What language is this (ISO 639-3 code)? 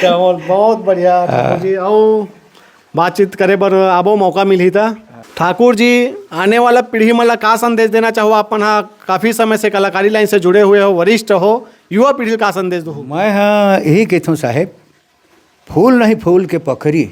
hne